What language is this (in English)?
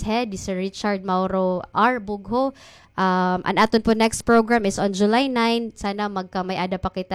Waray